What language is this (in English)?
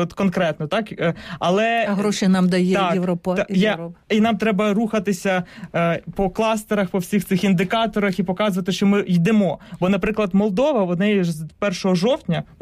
Ukrainian